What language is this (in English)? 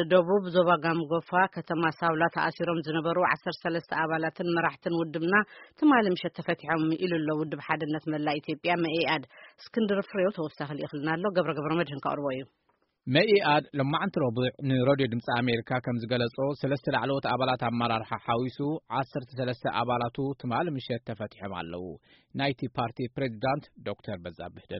Tigrinya